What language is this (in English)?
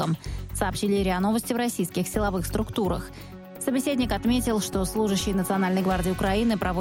Russian